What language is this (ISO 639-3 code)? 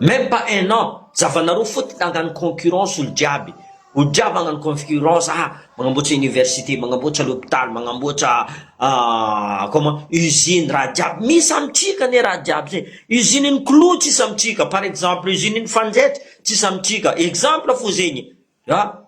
mlg